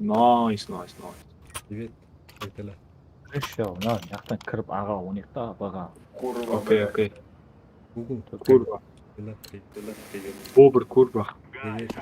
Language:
Kara-Kalpak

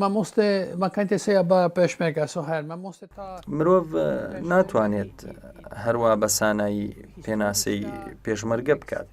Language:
Central Kurdish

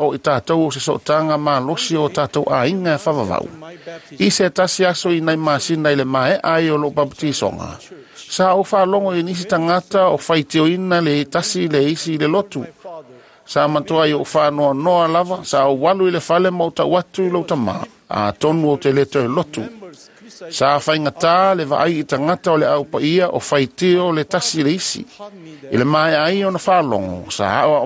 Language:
Samoan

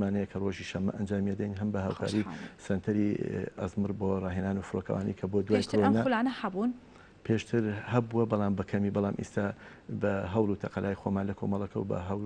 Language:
Central Kurdish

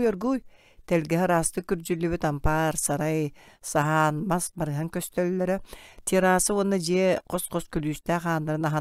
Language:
Yakut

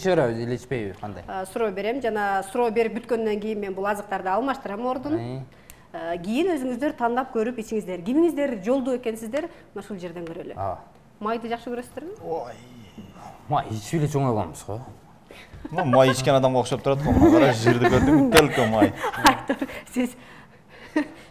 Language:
Kyrgyz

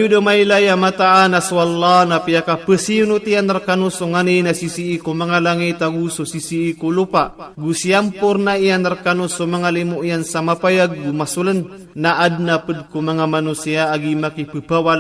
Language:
Maranao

